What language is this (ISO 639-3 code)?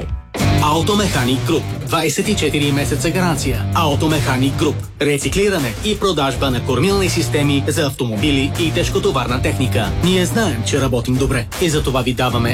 bul